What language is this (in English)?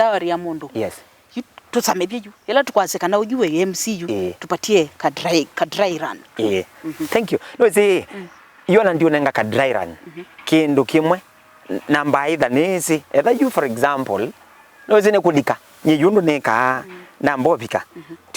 Kamba